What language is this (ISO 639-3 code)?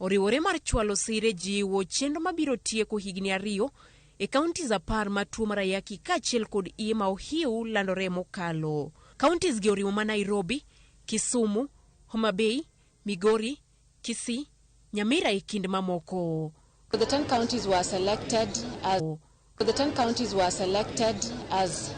luo